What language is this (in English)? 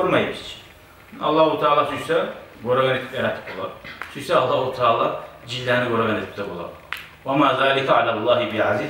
Kumyk